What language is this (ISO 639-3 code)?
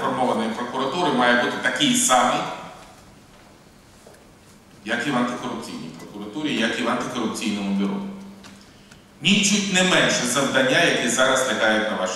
ukr